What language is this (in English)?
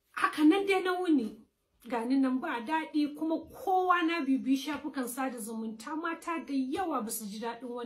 Hausa